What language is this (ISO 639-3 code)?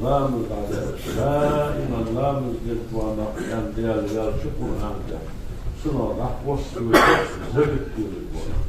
inh